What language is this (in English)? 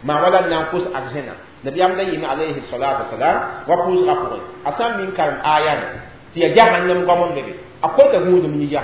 Mossi